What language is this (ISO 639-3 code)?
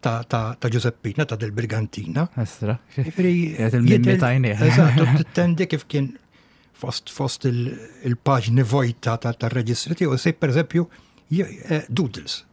mlt